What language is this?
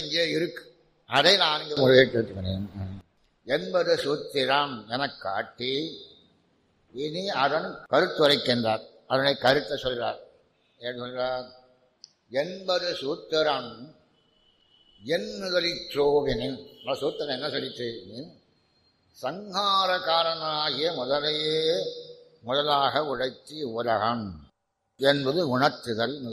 Tamil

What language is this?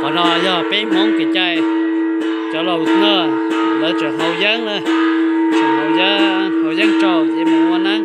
Hmong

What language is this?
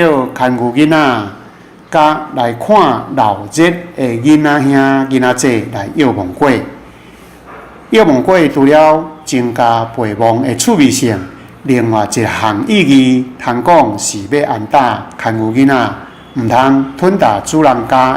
Min Nan Chinese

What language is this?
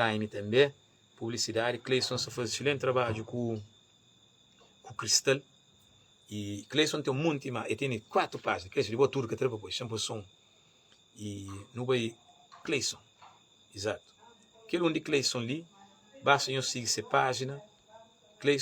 Kabuverdianu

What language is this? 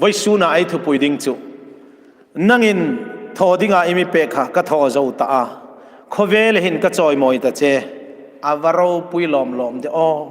Hmar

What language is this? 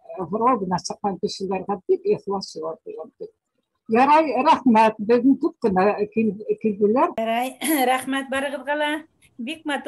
Bashkir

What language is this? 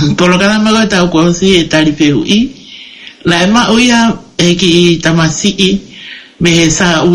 Tongan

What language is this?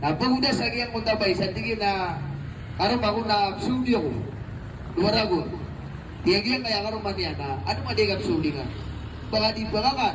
Maranao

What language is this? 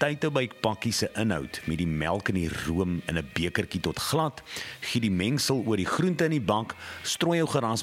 Afrikaans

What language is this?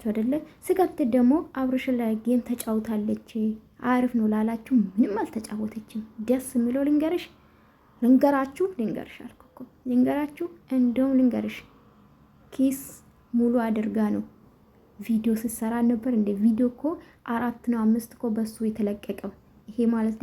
Amharic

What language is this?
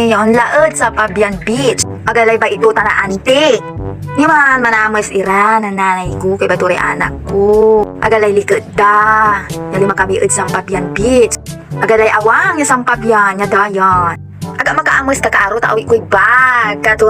Pangasinan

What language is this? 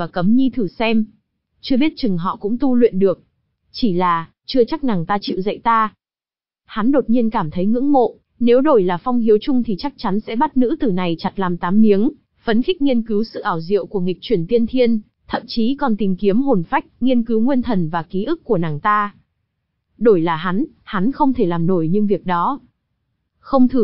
Vietnamese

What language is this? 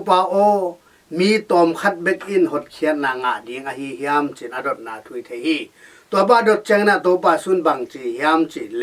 Tedim Chin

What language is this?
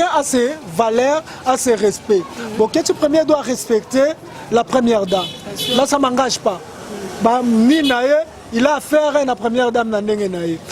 Lingala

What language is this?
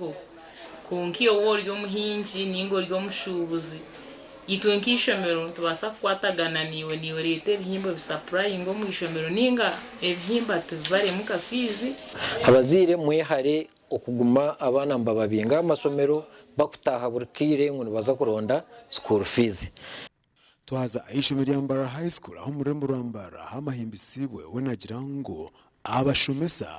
Nyankole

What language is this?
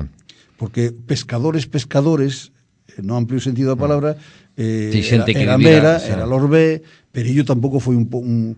Galician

